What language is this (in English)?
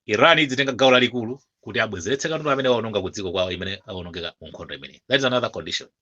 Nyanja